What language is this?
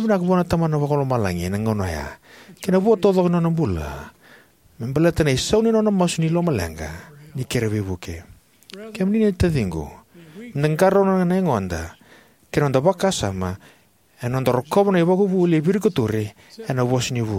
Fijian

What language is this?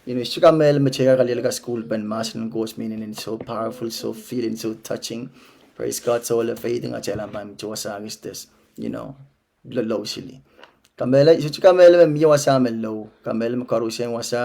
Pohnpeian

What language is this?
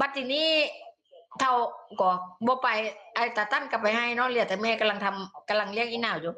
Northeastern Thai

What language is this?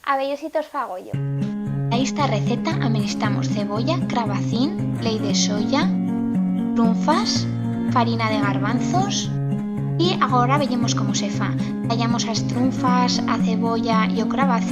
Aragonese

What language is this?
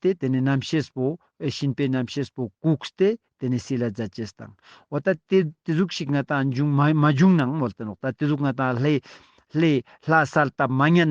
Ladakhi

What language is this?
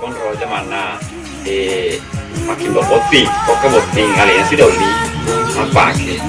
Buginese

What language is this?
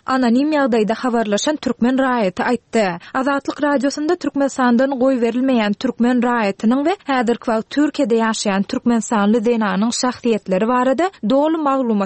Turkmen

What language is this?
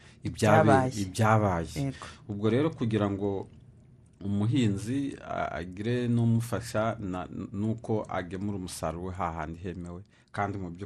Kinyarwanda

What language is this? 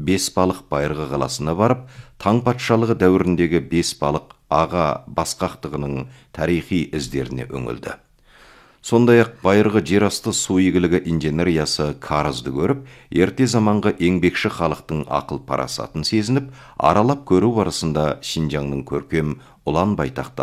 Kazakh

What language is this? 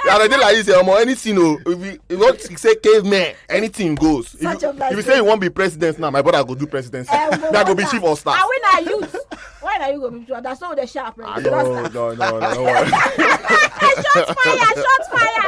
Nigerian Pidgin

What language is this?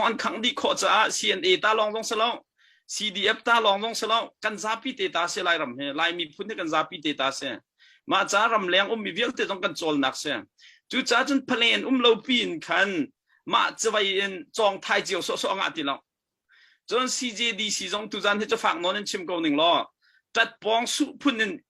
Hakha Chin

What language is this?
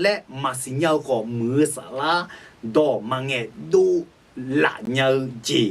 Akha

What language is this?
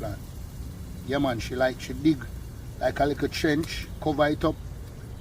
Jamaican Creole English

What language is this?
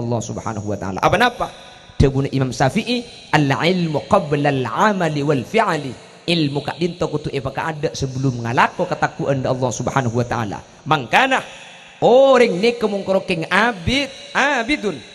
Madurese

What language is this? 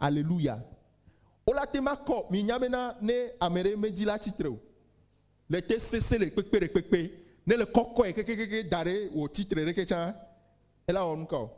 Ewe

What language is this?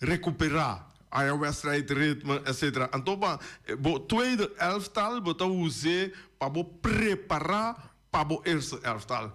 Papiamento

